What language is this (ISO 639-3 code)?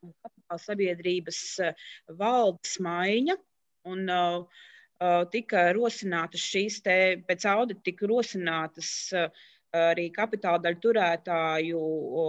lav